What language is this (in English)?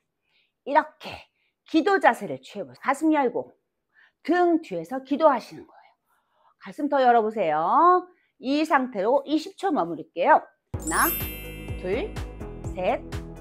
Korean